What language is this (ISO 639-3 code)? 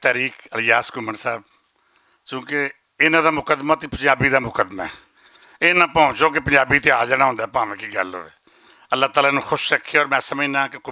lah